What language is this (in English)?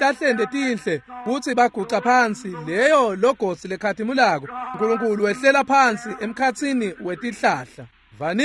Swati